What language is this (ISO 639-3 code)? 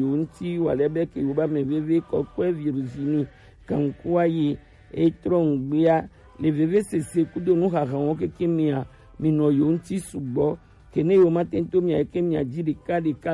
gej